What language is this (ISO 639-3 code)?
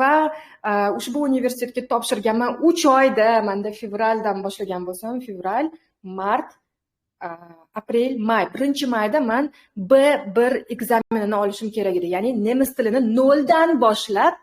uzb